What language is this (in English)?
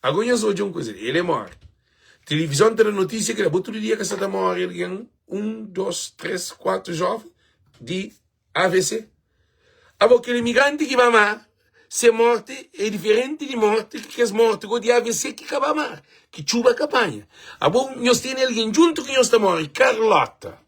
Kabuverdianu